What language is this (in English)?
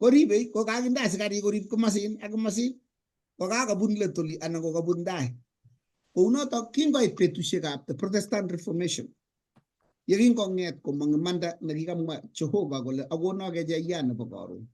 Kalenjin